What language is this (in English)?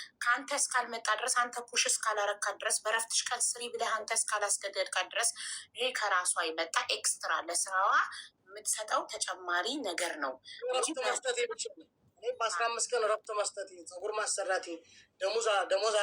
Amharic